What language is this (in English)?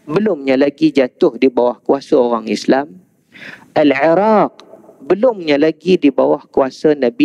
Malay